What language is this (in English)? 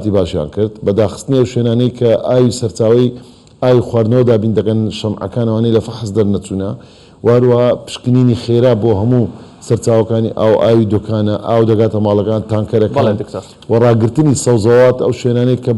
Central Kurdish